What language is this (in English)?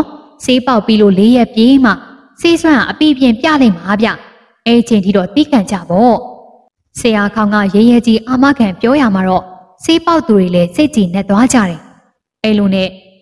Burmese